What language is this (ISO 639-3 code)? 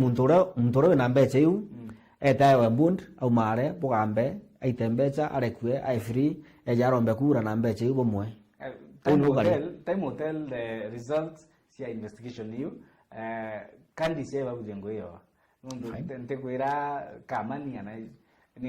mer